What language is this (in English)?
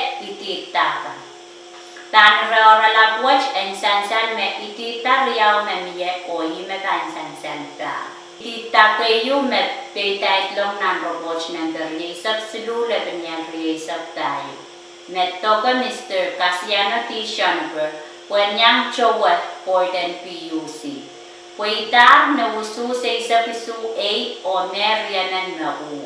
Pohnpeian